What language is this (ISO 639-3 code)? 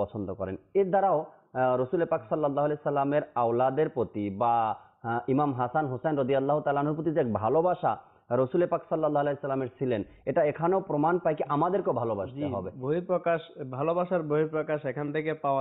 ben